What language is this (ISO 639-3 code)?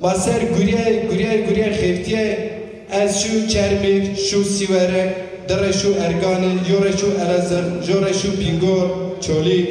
zza